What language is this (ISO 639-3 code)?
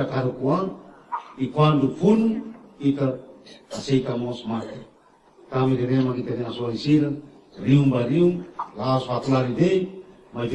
tet